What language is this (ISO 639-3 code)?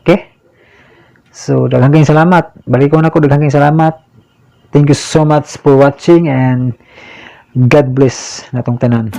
ceb